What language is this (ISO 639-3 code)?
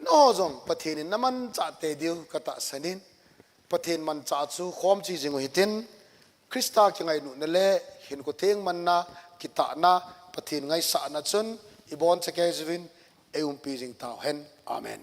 tcz